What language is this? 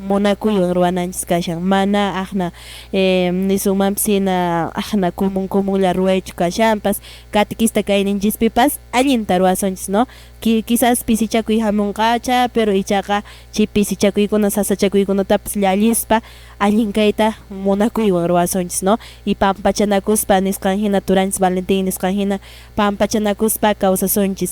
Quechua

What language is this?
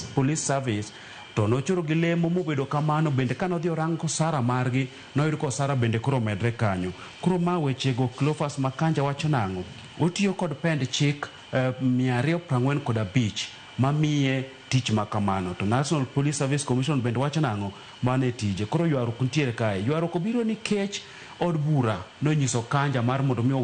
Luo (Kenya and Tanzania)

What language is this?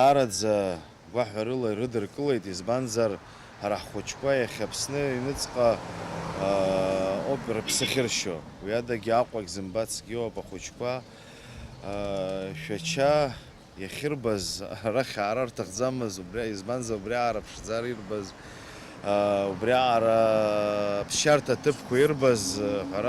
Abkhazian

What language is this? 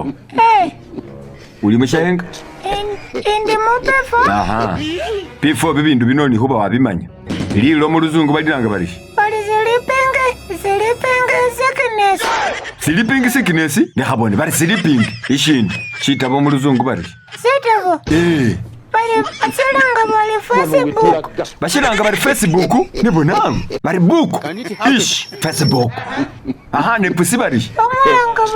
Masaaba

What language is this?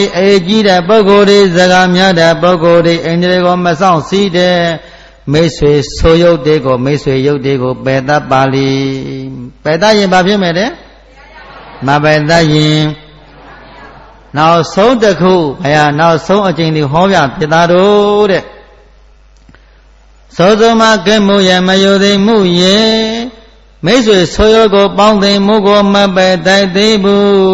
Burmese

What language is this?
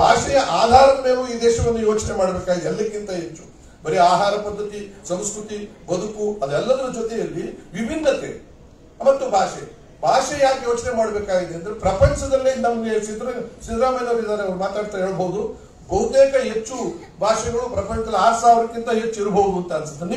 Kannada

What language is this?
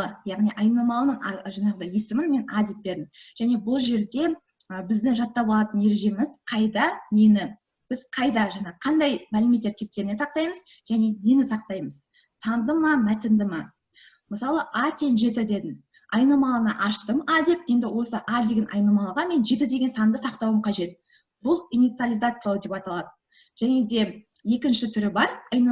Kazakh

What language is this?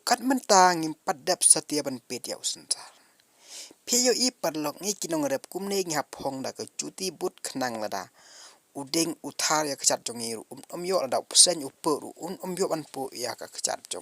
Khasi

